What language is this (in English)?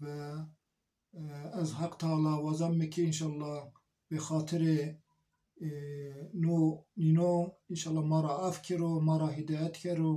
Zaza